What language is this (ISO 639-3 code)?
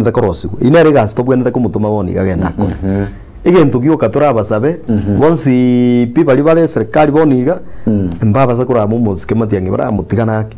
guz